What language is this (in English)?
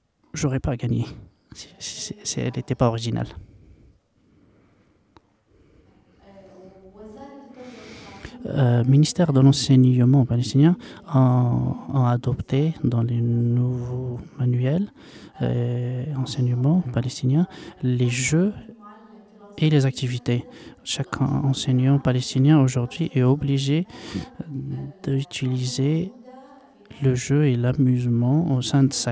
French